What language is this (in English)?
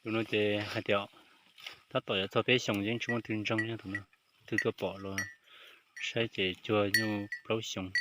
Hmong